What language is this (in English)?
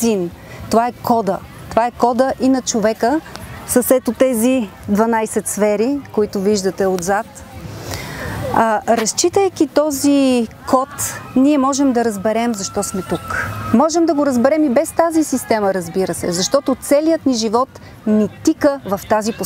Bulgarian